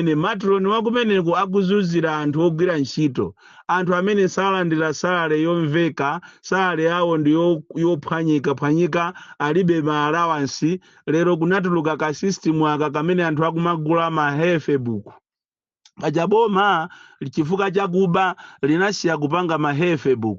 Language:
Nyanja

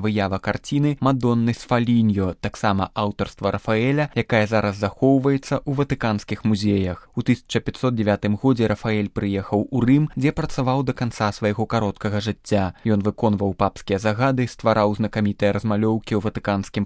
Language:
Belarusian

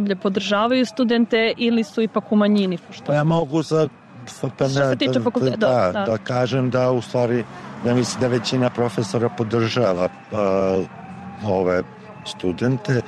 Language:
Serbian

